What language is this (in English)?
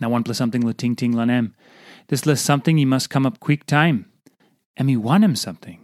Tok Pisin